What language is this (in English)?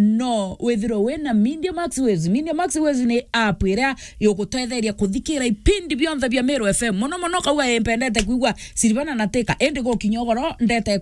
Meru